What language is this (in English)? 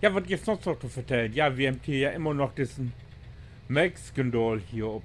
Low German